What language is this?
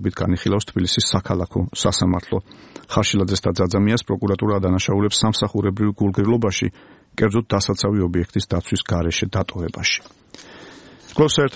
Georgian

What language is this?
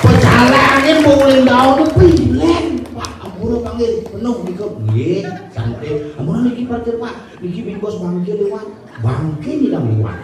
Balinese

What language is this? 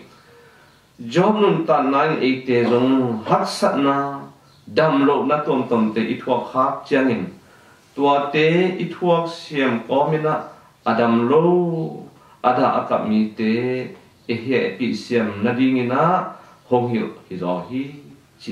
Tedim Chin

